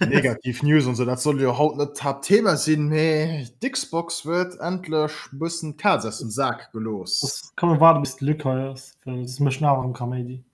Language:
Luxembourgish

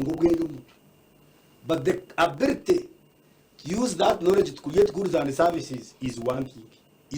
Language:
Nyankole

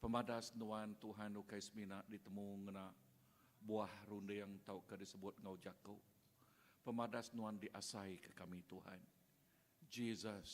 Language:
Iban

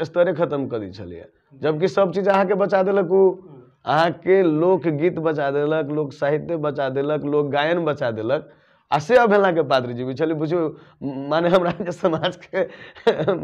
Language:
Maithili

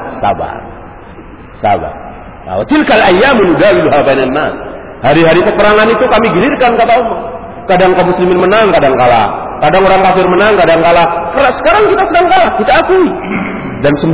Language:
Indonesian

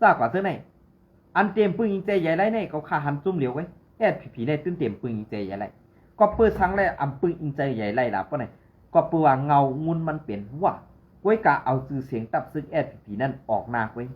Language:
Shan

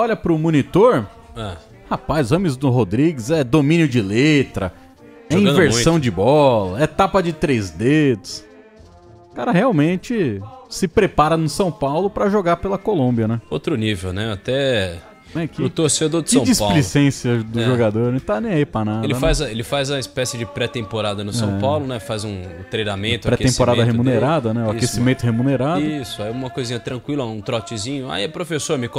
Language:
Portuguese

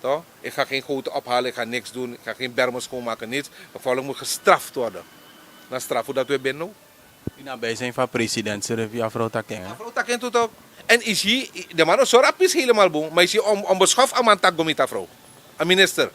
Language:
Sranan Tongo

